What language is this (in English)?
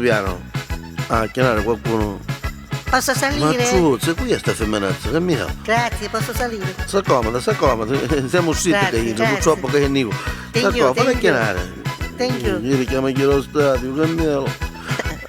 Neapolitan